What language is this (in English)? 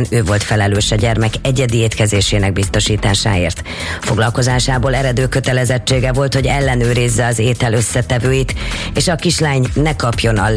Hungarian